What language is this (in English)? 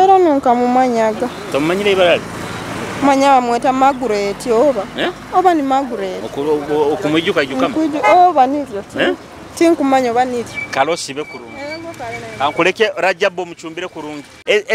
Nyoro